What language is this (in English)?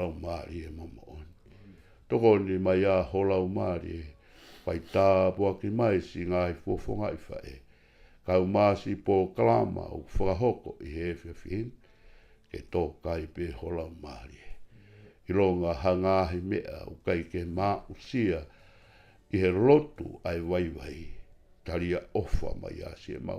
Tongan